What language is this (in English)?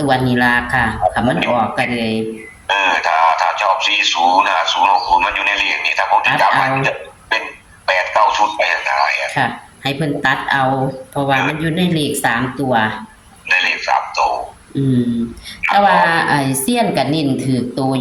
Northeastern Thai